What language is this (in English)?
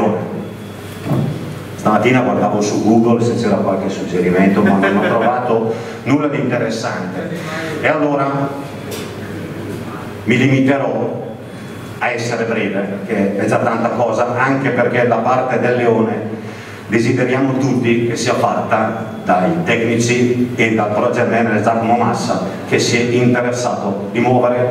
Italian